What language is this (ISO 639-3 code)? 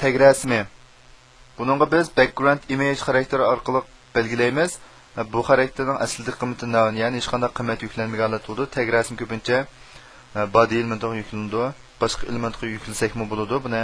uig